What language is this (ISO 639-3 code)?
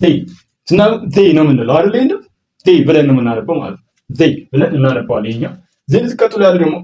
amh